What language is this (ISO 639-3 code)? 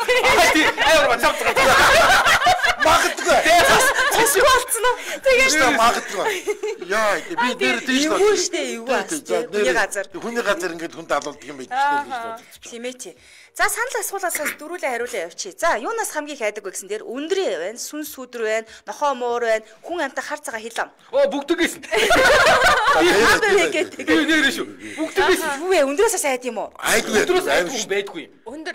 mon